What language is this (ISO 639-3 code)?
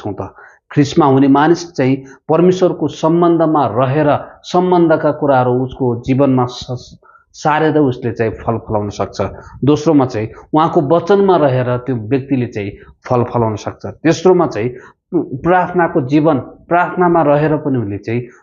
nep